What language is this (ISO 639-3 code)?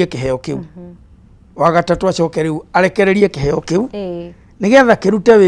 kik